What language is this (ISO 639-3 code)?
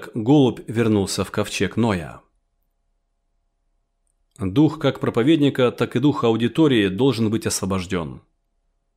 rus